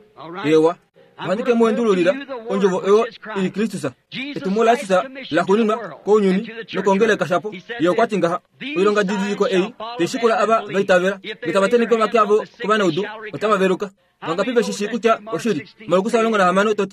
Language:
Kuanyama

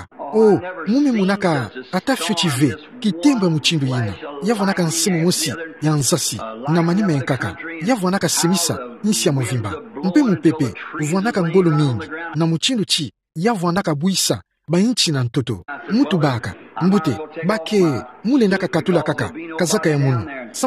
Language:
Kituba (Democratic Republic of Congo)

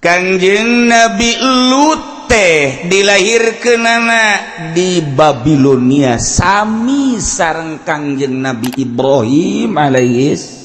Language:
Sundanese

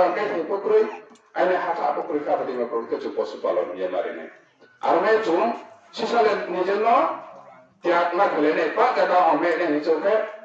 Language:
Riang (India)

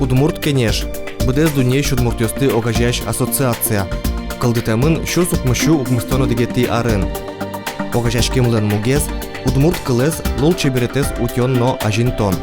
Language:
Udmurt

